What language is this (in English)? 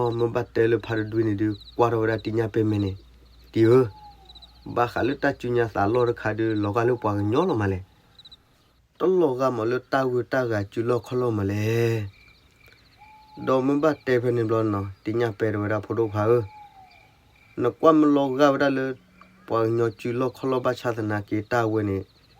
S'gaw Karen